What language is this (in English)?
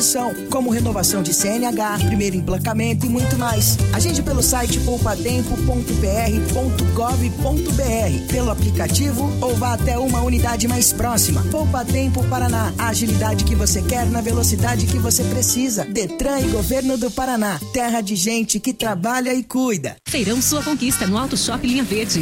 Portuguese